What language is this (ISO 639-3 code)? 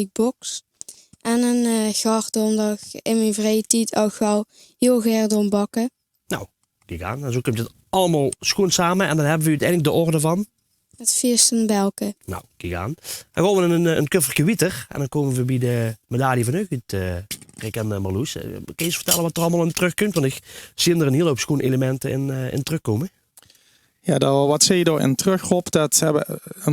lim